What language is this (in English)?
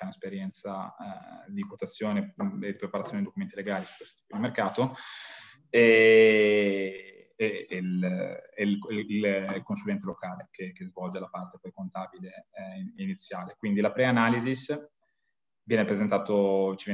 Italian